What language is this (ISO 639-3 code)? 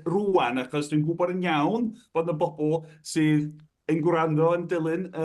cym